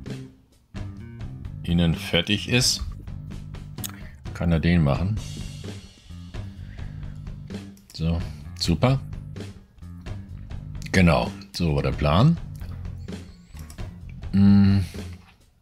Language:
German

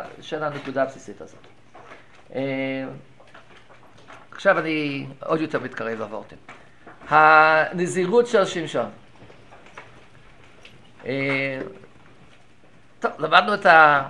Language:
Hebrew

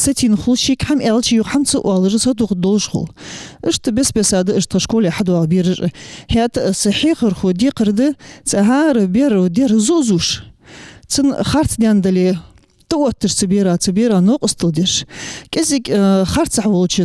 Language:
Ingush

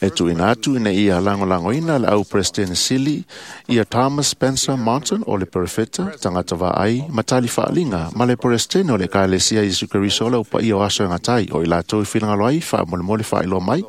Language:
Samoan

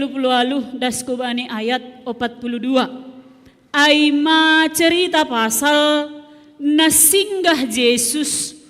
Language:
Batak Simalungun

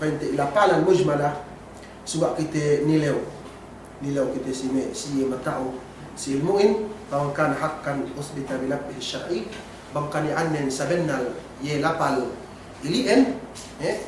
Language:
Yakan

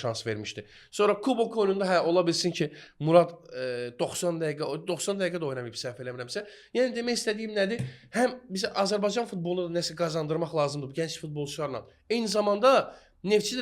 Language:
Azerbaijani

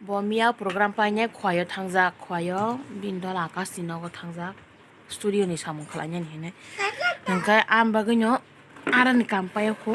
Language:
Kok Borok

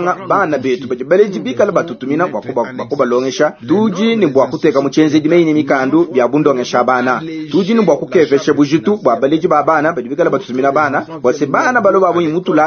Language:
Luba-Lulua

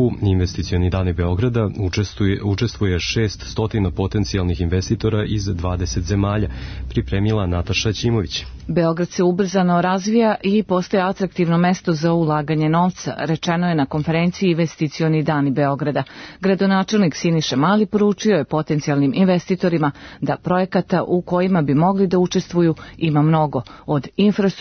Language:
Serbian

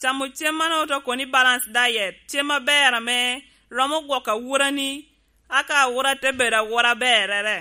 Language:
Lango (Uganda)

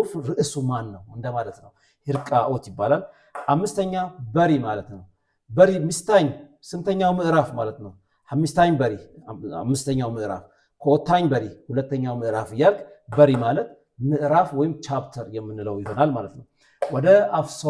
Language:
Amharic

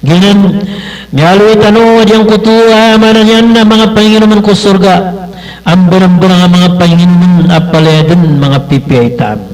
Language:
Maranao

